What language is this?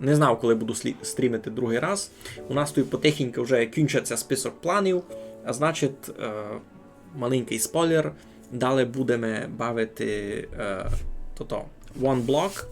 Rusyn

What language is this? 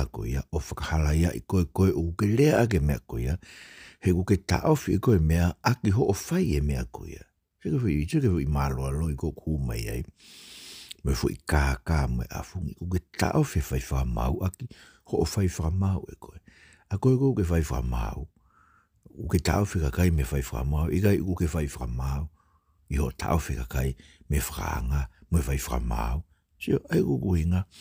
Tongan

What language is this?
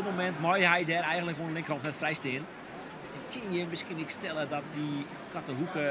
Western Frisian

